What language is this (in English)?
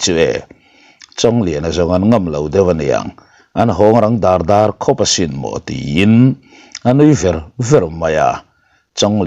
Mizo